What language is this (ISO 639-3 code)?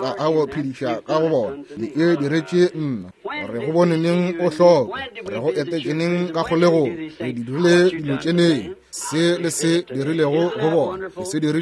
nso